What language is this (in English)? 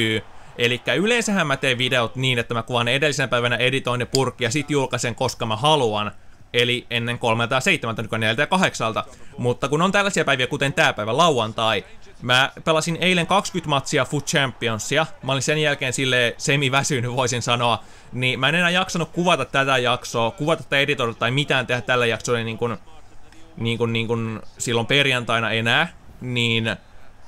Finnish